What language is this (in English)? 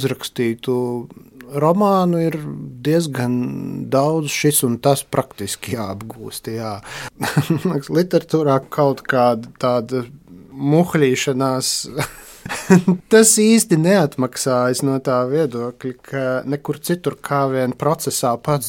Latvian